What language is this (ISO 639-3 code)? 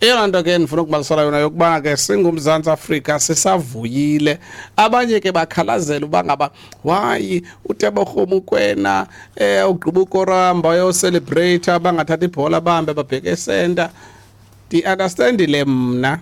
xho